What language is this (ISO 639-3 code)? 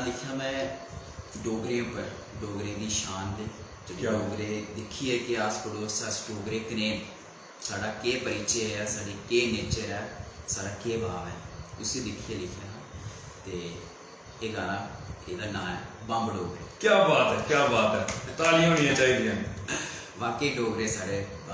doi